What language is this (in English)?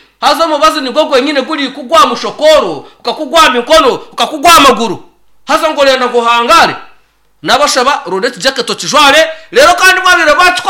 Nyankole